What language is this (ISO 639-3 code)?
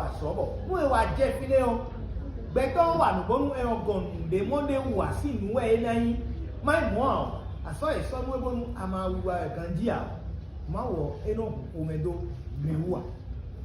fon